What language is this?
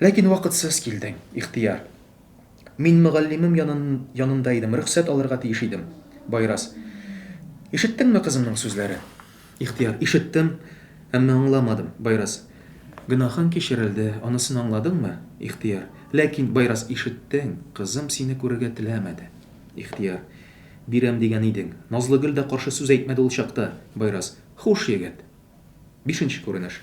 Tatar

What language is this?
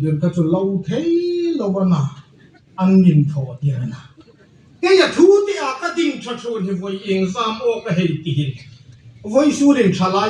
Hmar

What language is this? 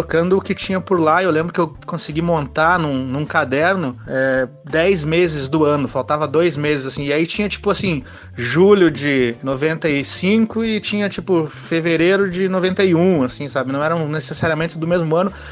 Portuguese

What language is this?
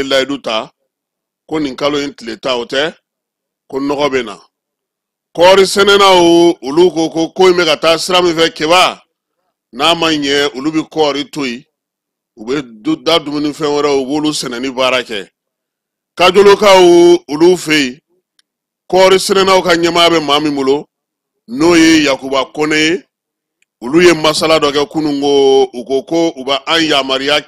Bambara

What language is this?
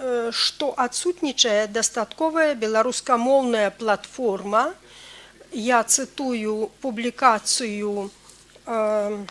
Belarusian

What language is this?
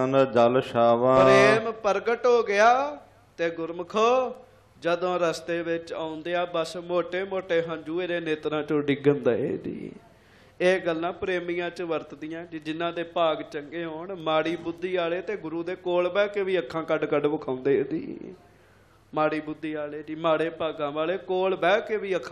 Punjabi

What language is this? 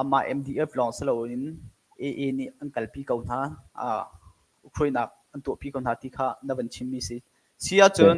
Hakha Chin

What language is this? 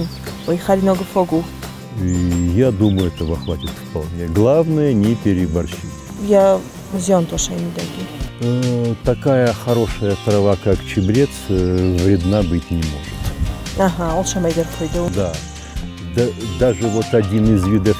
Ossetic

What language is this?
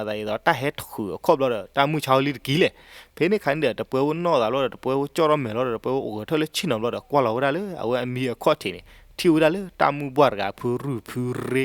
S'gaw Karen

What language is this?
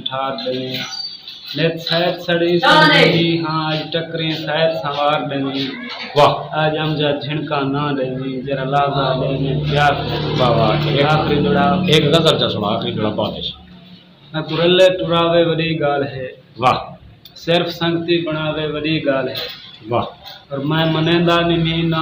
Saraiki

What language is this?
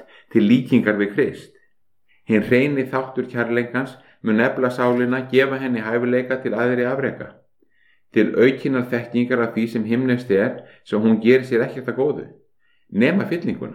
Icelandic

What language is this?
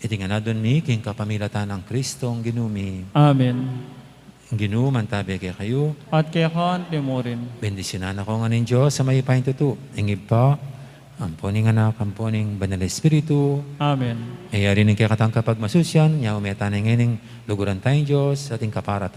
Pampanga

